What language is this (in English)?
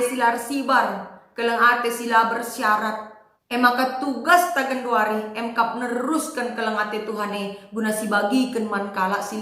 Batak Karo